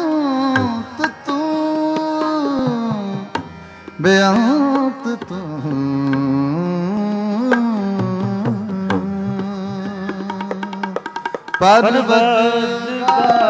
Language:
Punjabi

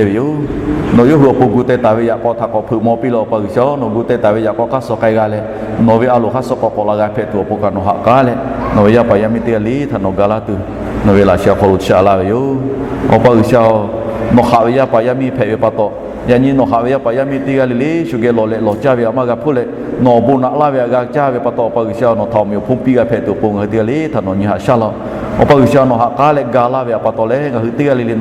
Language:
Lahu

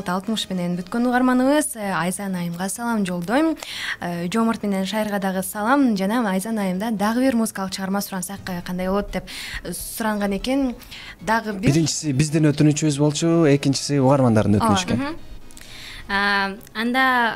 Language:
Kyrgyz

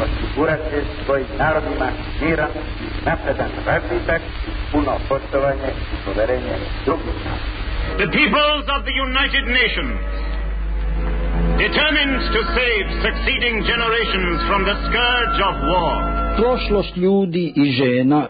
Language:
Serbian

